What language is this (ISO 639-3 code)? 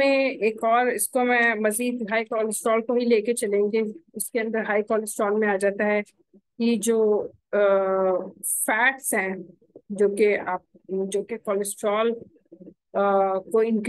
hin